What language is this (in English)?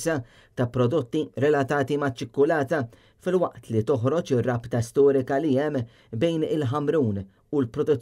Maltese